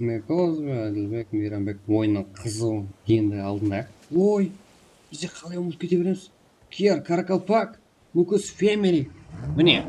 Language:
Kara-Kalpak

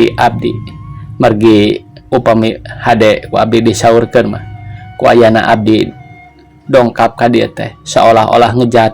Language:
Sundanese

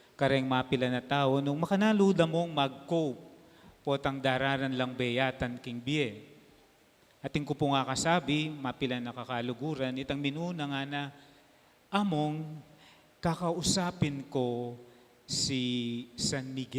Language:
Pampanga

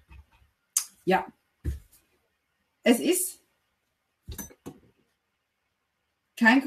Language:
German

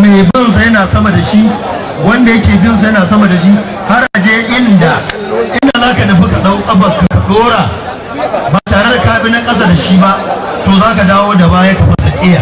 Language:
Hausa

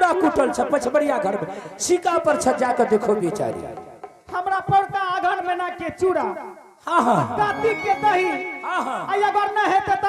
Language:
Angika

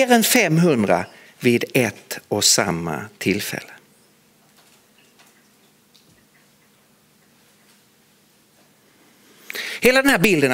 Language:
Swedish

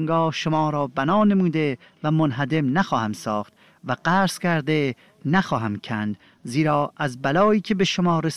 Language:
Persian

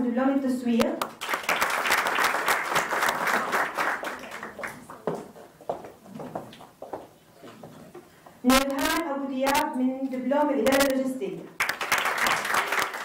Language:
Arabic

